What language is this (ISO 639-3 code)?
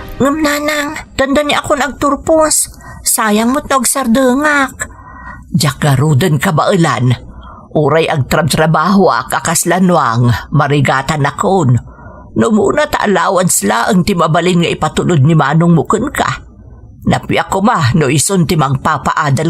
ilo